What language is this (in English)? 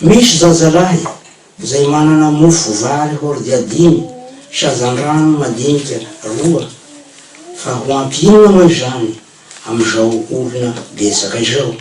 Malagasy